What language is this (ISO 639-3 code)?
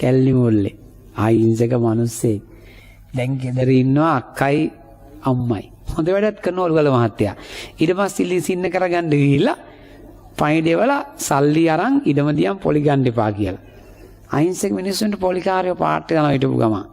sin